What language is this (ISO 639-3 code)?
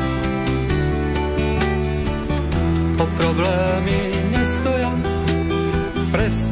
slk